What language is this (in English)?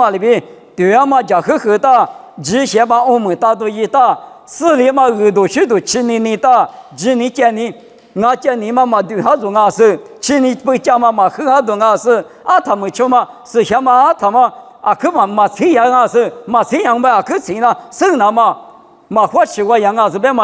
Lisu